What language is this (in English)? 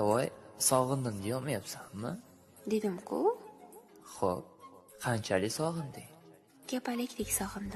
Uzbek